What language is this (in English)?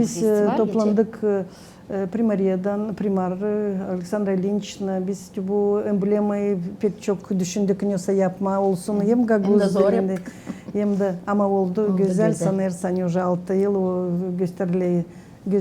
Gagauz